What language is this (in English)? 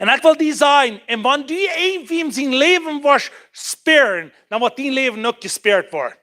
Plautdietsch